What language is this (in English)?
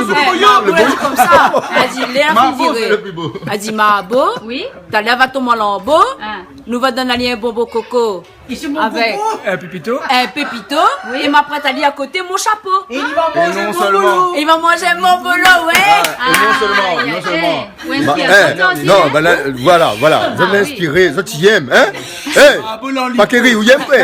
Réunion Creole French